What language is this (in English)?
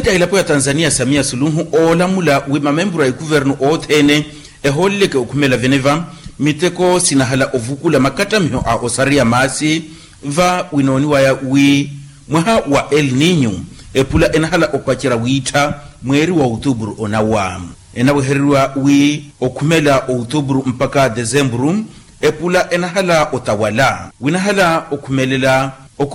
Makhuwa